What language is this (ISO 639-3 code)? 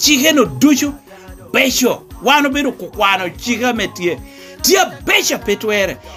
laj